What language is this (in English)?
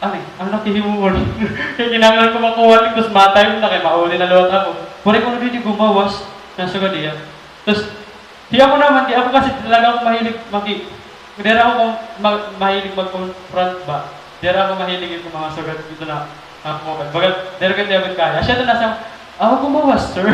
Waray